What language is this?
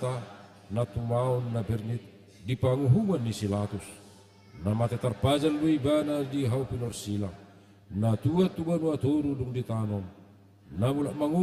Batak Toba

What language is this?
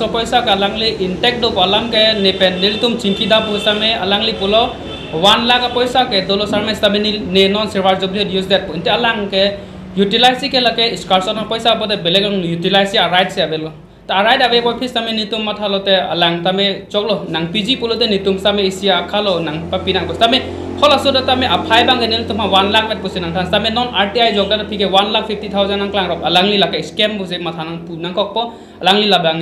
Karbi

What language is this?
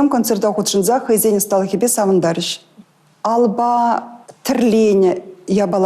Chuvash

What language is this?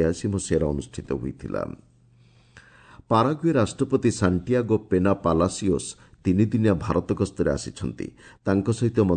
Odia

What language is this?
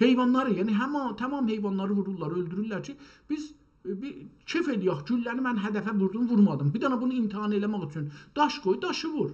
South Azerbaijani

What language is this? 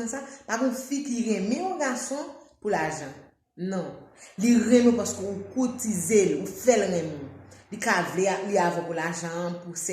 Haitian Creole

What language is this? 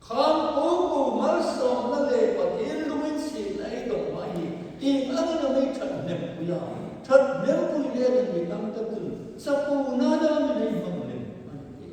Hmar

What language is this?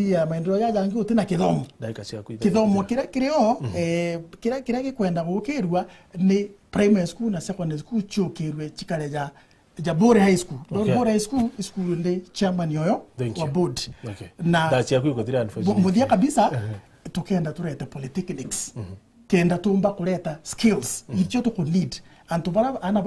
Meru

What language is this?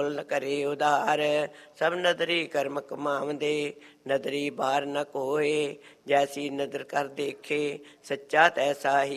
Punjabi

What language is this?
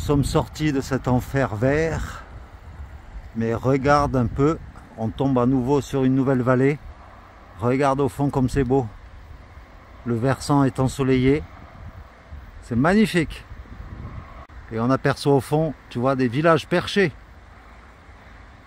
French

